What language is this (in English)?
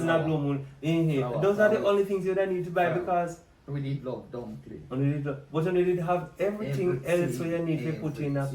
Jamaican Creole English